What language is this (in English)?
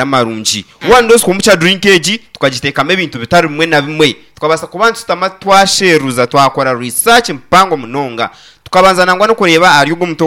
Nyankole